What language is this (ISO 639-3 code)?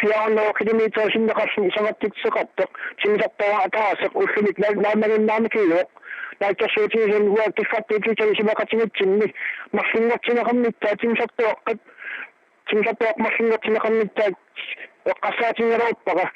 kal